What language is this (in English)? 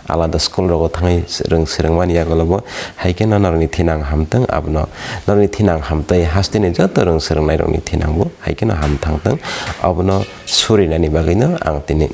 Kok Borok